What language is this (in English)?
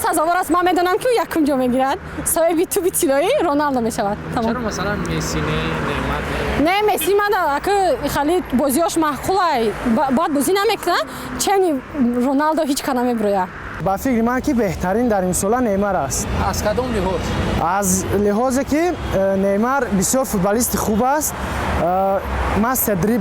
Tajik